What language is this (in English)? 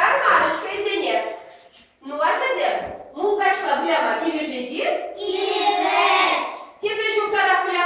Chuvash